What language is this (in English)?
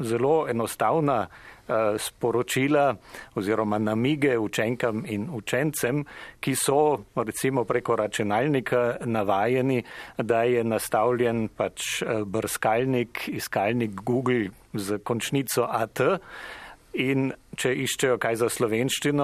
Slovenian